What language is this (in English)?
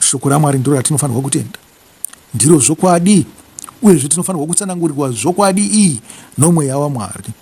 Shona